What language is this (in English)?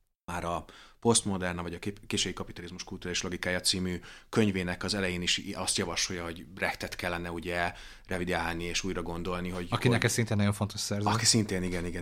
Hungarian